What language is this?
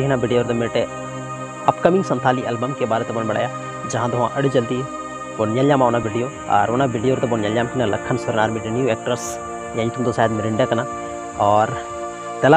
Santali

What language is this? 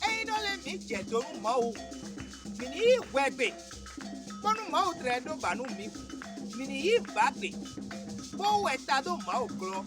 Fon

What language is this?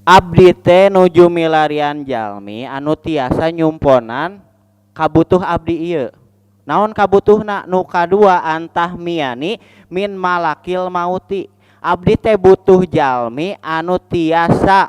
Sundanese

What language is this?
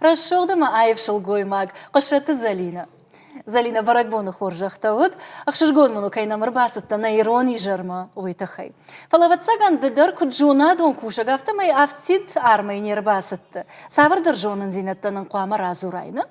Ossetic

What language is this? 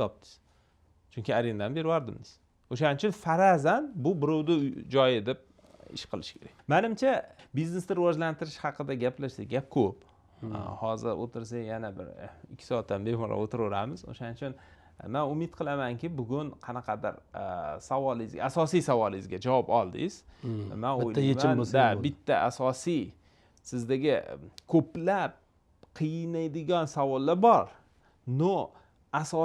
Uzbek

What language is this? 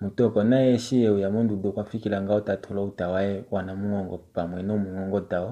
Kuanyama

